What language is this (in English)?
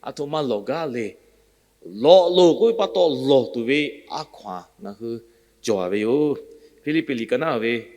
Lahu